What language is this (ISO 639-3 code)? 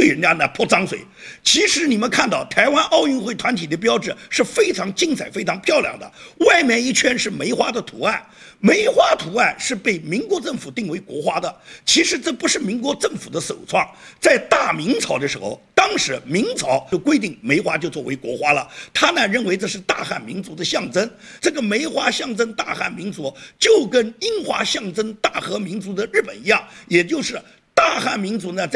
zho